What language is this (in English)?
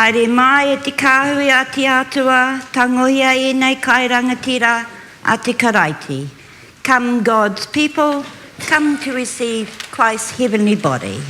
Māori